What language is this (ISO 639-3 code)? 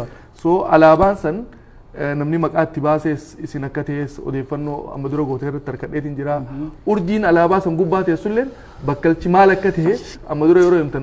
orm